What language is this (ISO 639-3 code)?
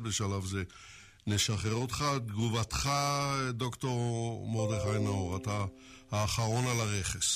heb